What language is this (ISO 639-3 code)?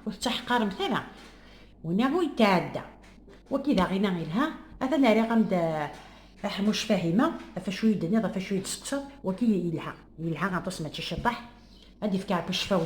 kab